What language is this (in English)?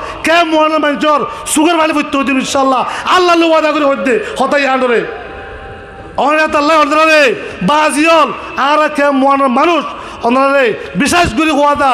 Rohingya